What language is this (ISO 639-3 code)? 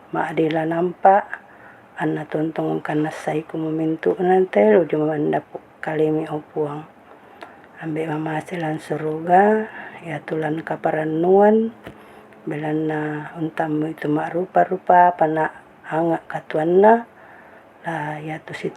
sda